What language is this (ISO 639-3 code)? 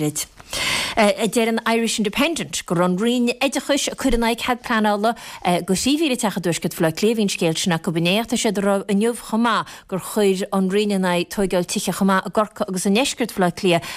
gle